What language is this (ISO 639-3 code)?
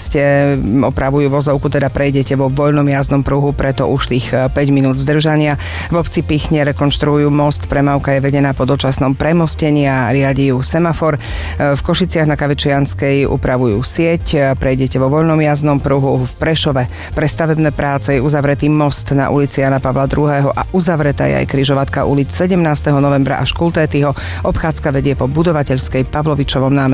slk